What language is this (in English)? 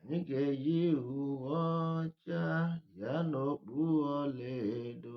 Igbo